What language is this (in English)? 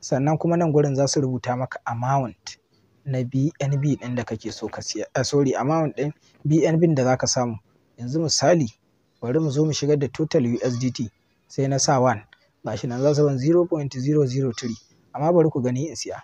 Hausa